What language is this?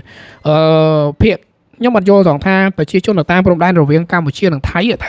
Khmer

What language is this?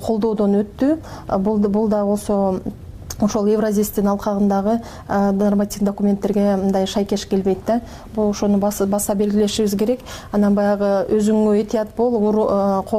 Kyrgyz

